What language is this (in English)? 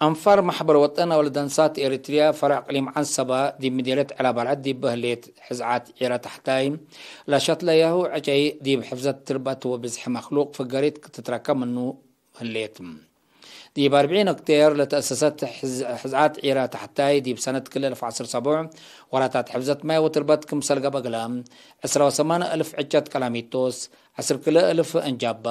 Tigre